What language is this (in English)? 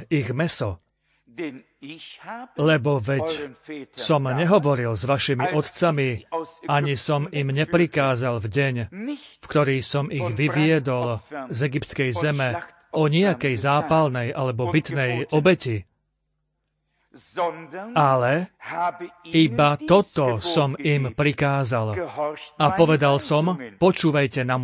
Slovak